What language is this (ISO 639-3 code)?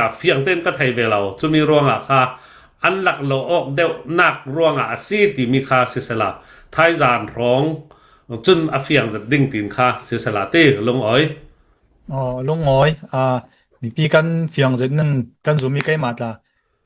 cnh